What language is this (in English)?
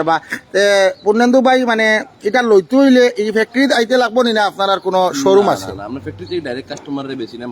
Sylheti